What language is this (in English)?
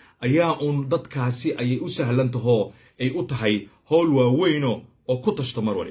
Somali